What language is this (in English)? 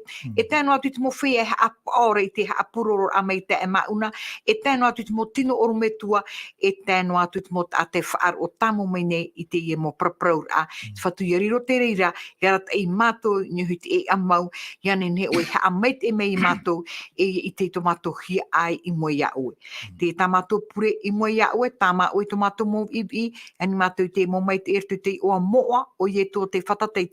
Tahitian